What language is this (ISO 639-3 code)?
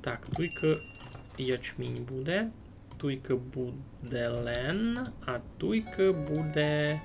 rue